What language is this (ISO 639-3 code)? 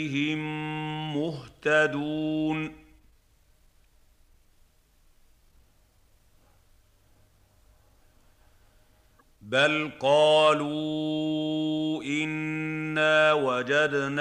ara